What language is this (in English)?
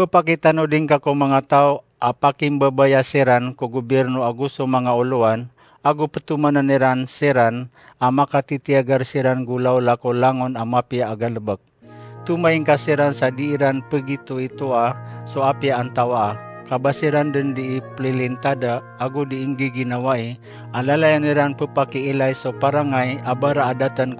Maranao